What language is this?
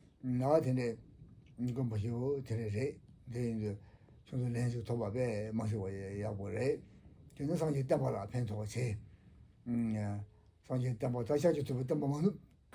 Tibetan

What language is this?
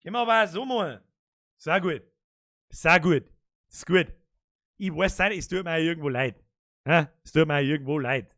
Bavarian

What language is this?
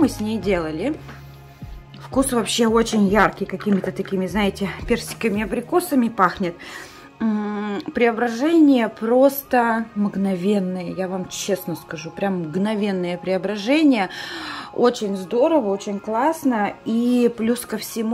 Russian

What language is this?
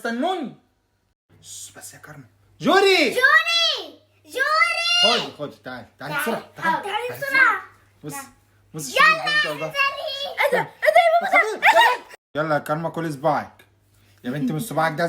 Egyptian Arabic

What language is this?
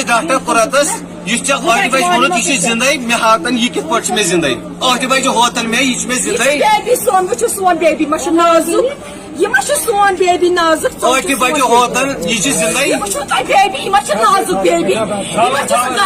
Kashmiri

